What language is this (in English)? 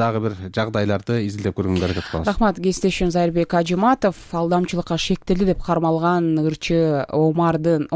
Kyrgyz